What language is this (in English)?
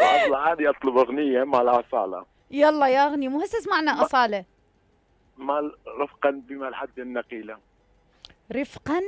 Mesopotamian Arabic